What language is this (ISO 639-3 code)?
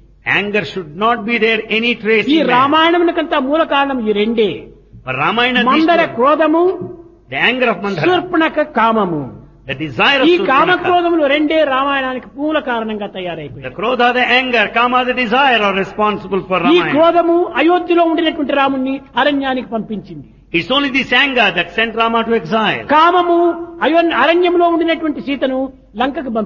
tel